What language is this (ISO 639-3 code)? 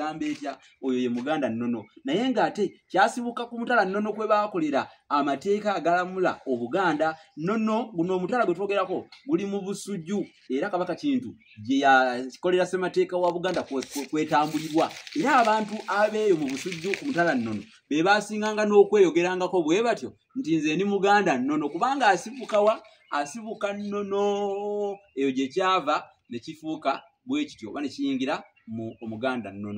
lug